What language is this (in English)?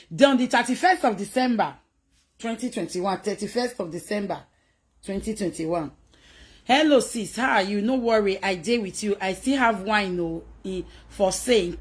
Nigerian Pidgin